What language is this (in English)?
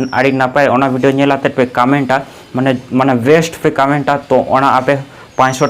Santali